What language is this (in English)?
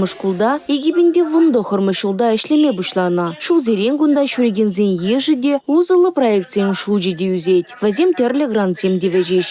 Chuvash